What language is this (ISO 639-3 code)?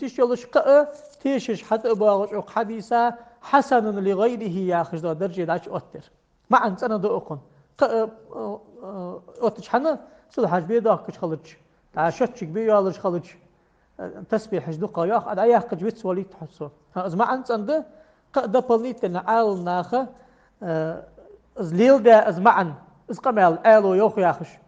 inh